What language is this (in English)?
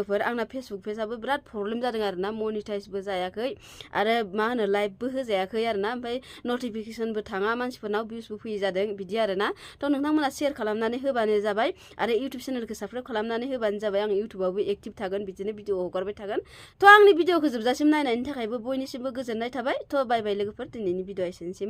Bodo